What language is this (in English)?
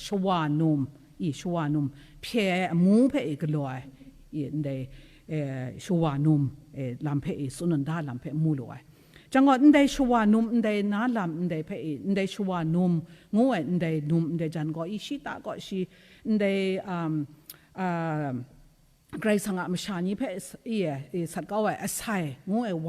Kachin